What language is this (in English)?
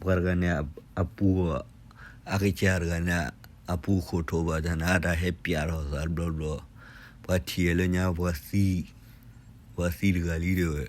S'gaw Karen